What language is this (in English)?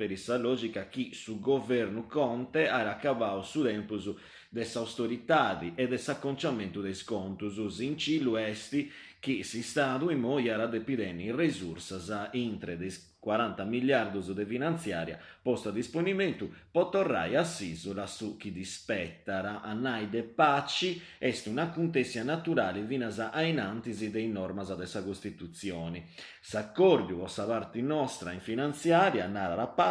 Sardinian